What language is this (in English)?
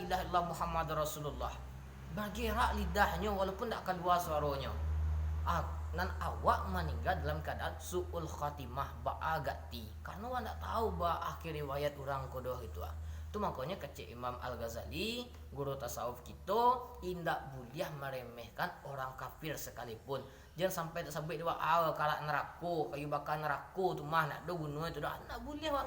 Minangkabau